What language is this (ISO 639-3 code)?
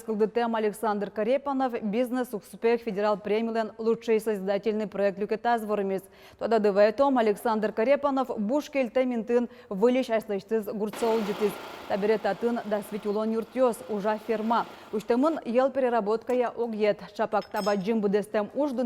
udm